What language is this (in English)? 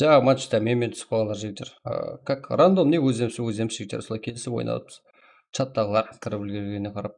Kara-Kalpak